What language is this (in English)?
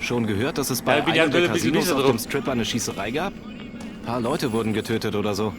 Bavarian